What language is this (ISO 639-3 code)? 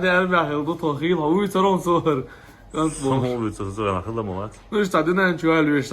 che